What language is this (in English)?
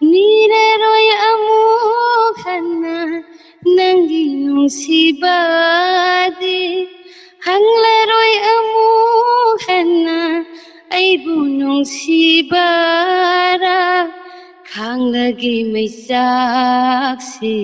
Manipuri